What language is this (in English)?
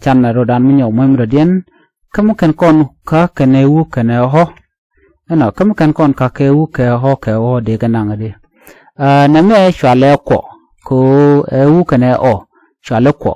Nuer